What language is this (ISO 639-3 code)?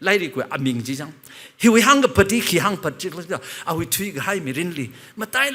nmf